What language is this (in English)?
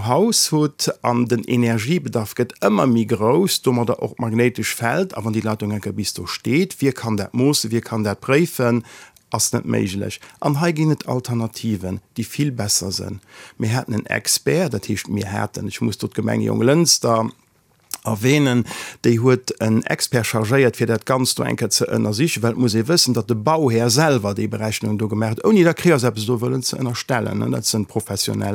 Luxembourgish